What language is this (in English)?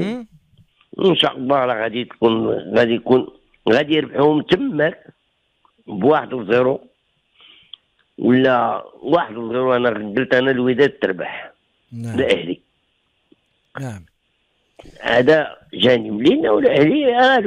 Moroccan Arabic